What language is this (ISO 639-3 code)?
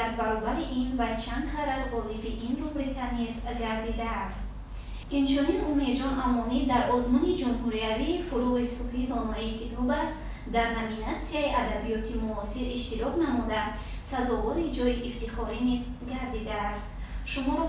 tgk